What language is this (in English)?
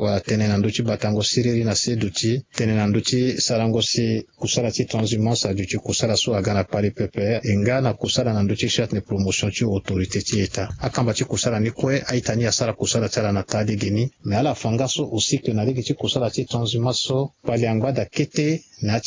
Sango